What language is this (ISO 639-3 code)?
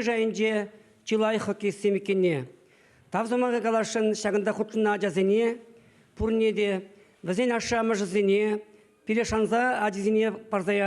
chv